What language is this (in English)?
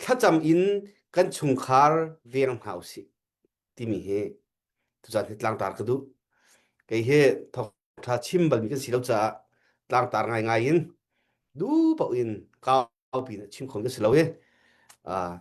Hakha Chin